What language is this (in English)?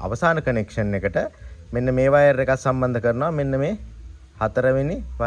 Sinhala